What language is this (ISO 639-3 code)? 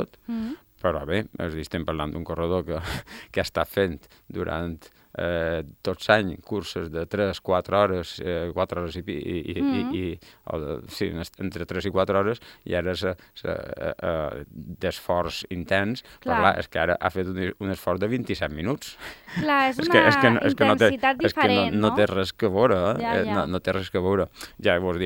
cat